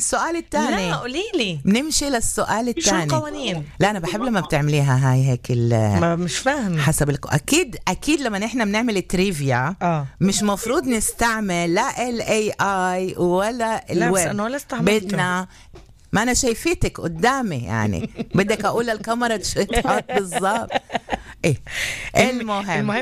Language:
North Levantine Arabic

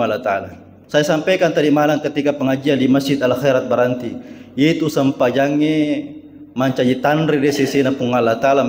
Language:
Buginese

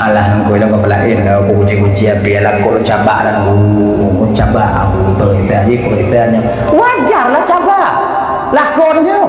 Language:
Achinese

